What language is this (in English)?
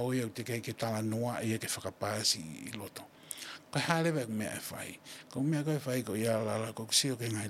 Tongan